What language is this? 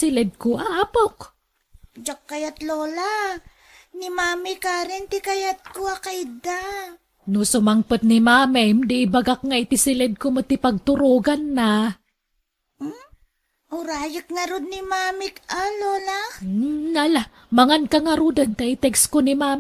Iloko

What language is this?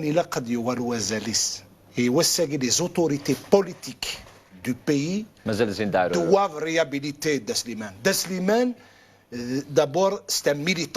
Kabyle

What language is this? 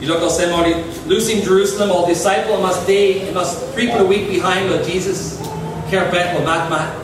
Tok Pisin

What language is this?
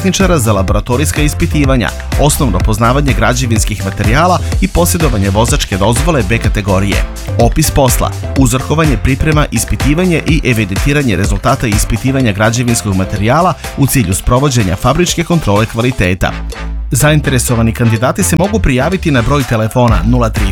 Serbian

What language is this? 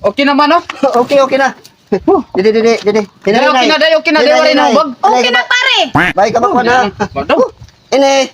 Waray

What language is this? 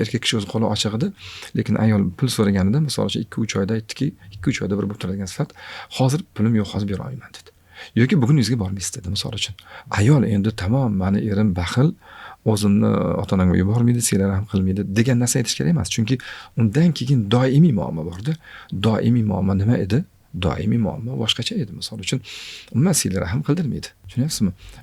Uzbek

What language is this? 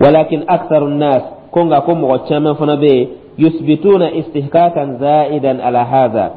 Dyula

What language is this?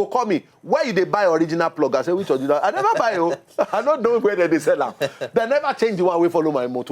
Nigerian Pidgin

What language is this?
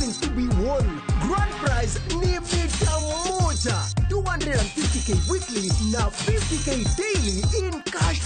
Luo (Kenya and Tanzania)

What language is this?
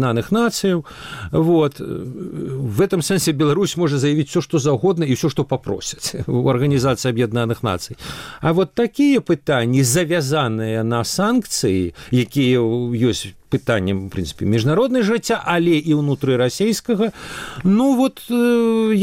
Belarusian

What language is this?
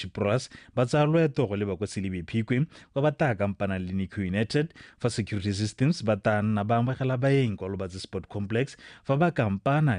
Tswana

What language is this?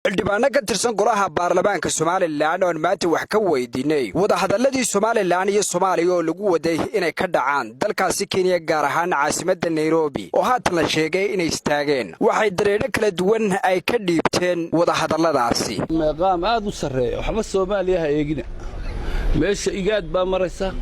Somali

